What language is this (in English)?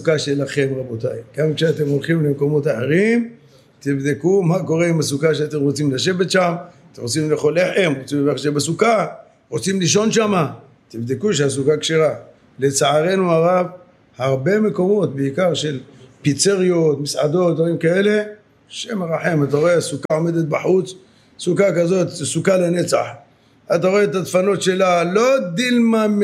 Hebrew